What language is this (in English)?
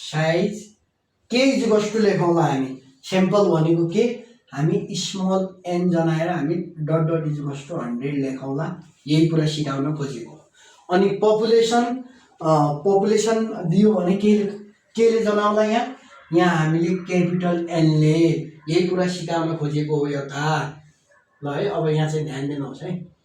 Nepali